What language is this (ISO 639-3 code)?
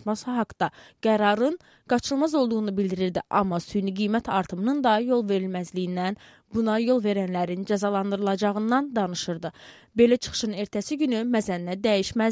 aze